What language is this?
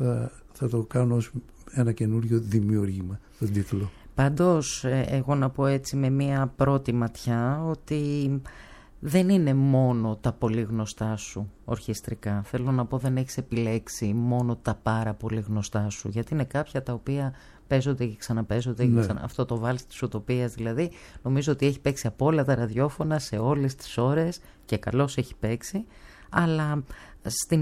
Greek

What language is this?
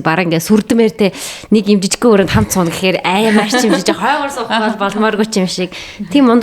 Mongolian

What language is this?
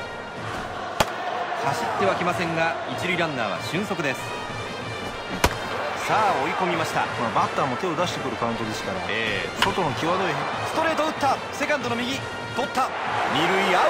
Japanese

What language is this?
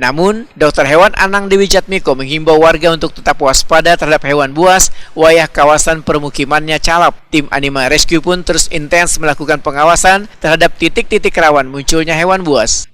Banjar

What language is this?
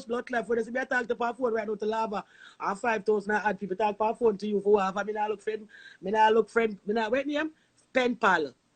Jamaican Creole English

